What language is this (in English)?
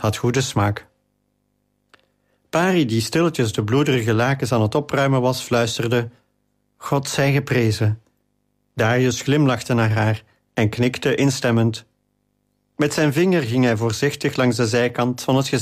Dutch